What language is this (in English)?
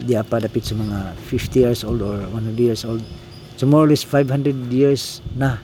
Cebuano